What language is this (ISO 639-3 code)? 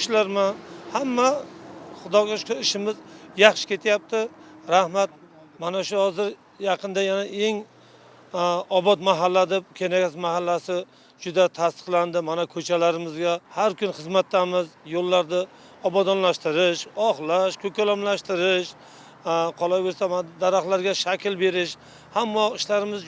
uzb